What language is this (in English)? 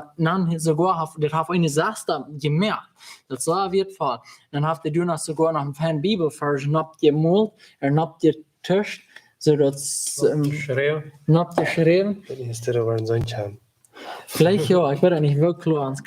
Plautdietsch